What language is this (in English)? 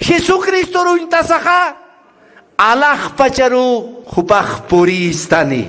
Aymara